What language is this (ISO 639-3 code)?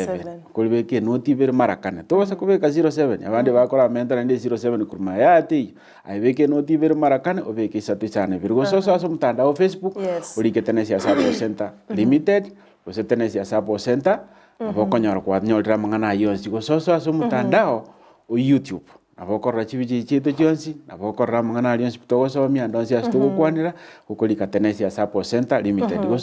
guz